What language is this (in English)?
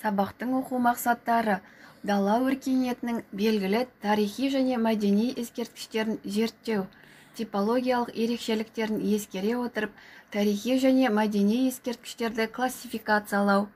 Kazakh